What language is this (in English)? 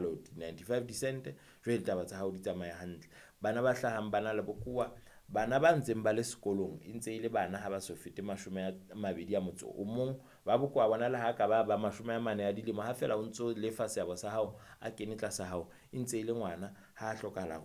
Southern Sotho